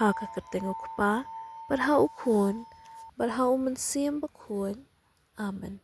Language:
Khasi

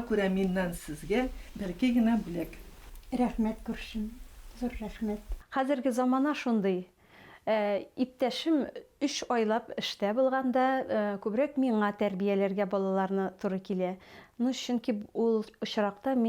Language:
Bashkir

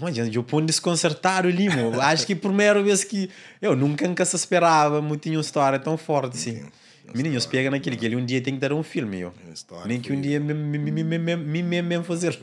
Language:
Kabuverdianu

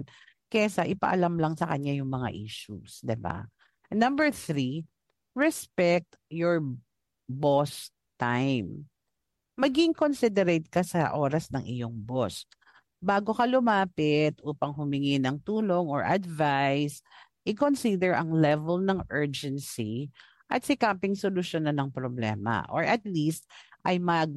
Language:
Filipino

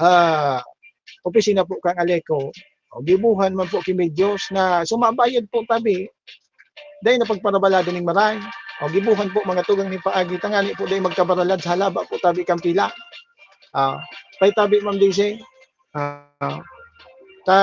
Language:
Bikol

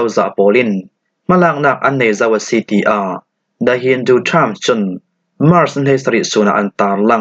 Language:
Falam Chin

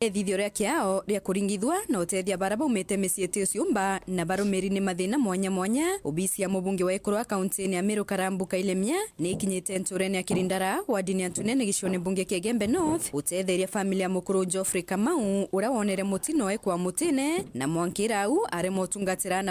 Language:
Meru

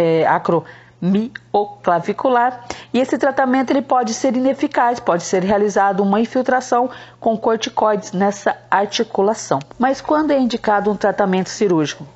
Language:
Portuguese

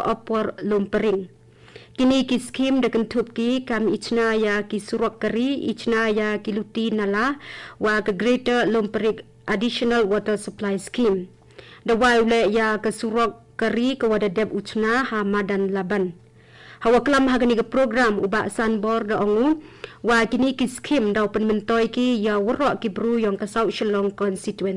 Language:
Khasi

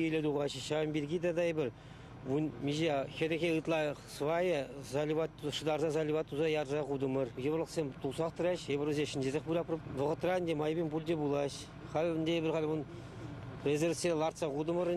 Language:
Chuvash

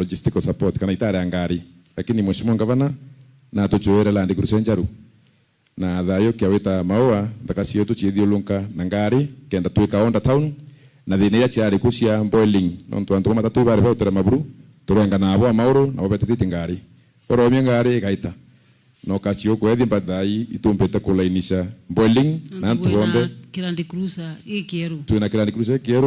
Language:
Meru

